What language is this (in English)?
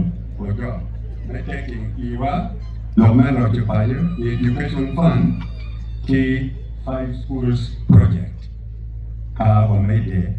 Acoli